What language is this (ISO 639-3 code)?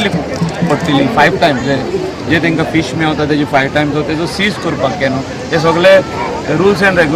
kok